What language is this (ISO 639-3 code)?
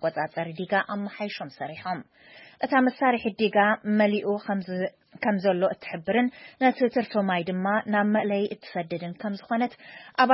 tir